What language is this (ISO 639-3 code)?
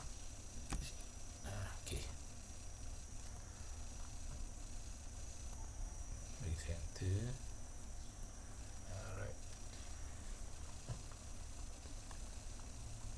msa